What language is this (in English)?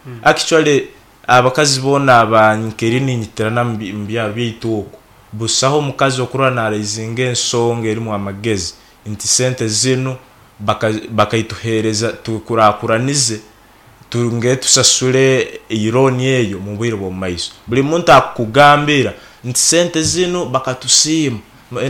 Nyankole